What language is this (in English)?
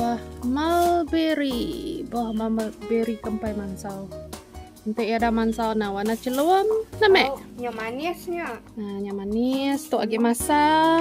Iban